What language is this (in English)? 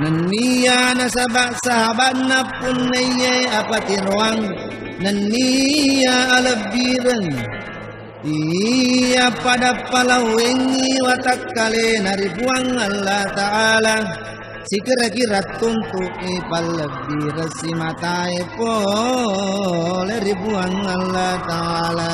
Buginese